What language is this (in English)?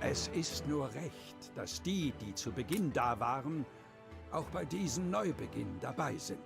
Bavarian